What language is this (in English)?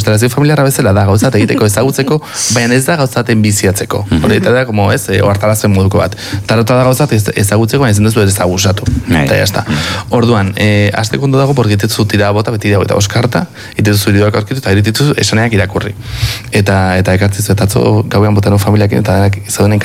Basque